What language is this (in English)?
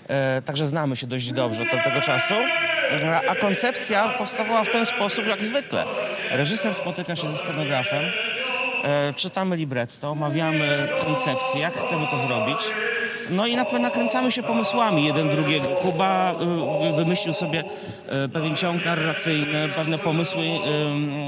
Polish